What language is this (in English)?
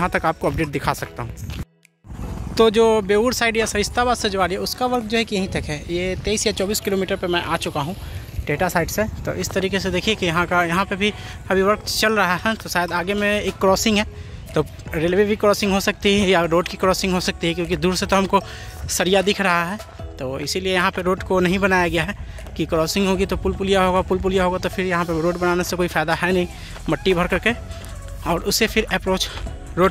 Hindi